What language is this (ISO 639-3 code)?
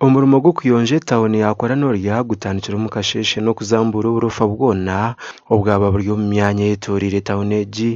nyn